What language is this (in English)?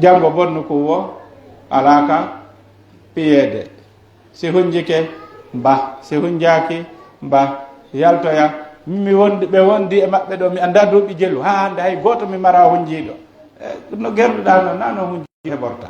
Pular